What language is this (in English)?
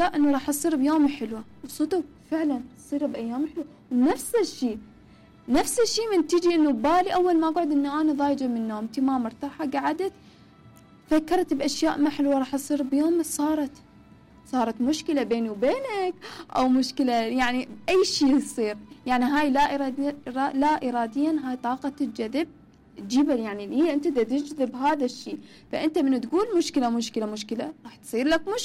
Mesopotamian Arabic